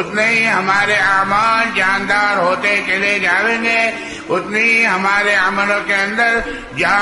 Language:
Urdu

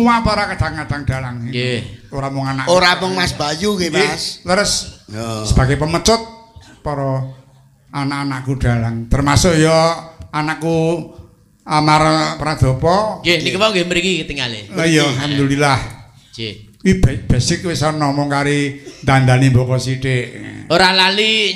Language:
Javanese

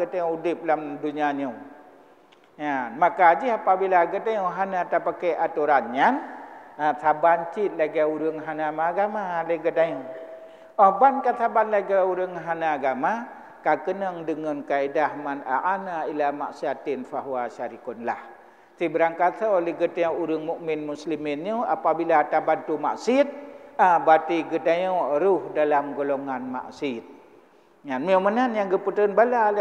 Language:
Achinese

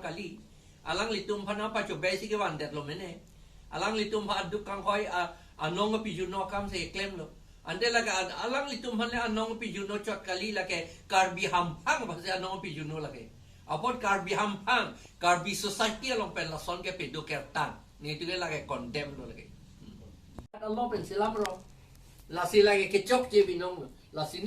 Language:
Karbi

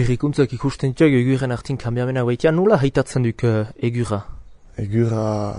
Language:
Basque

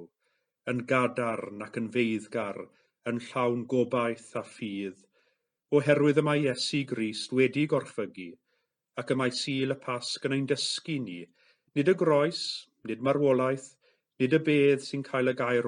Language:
Welsh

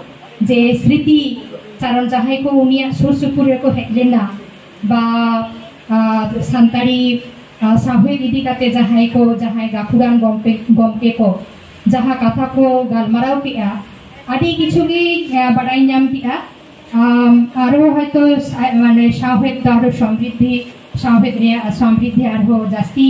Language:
Santali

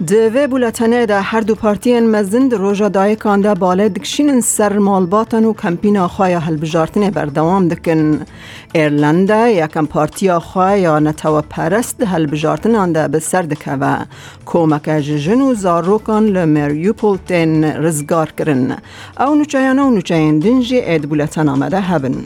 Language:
Kurdish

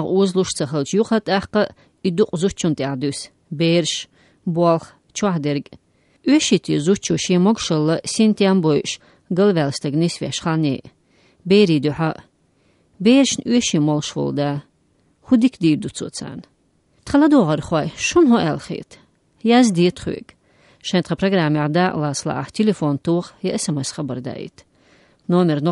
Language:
Chechen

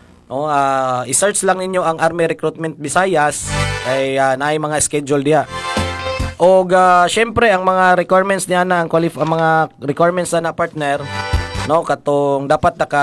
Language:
Cebuano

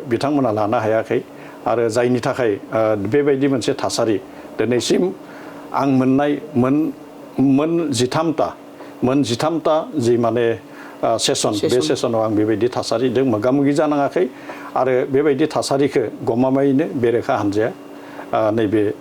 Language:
Bodo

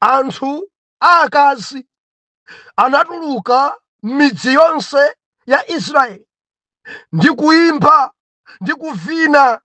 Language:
Nyanja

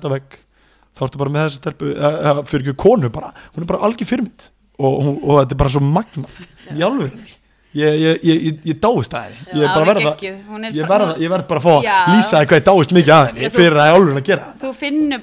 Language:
Icelandic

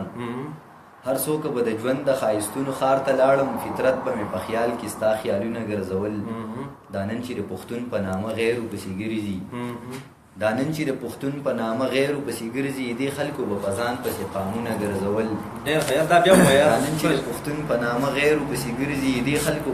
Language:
Pashto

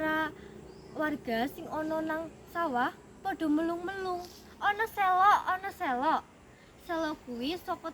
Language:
Javanese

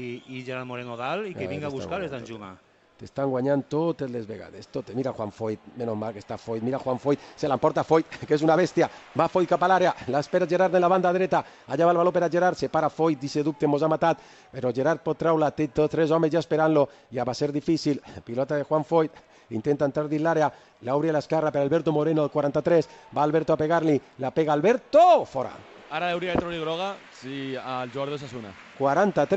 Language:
Catalan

